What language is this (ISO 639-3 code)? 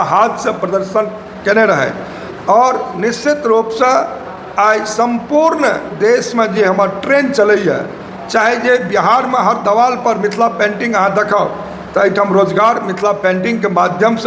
mai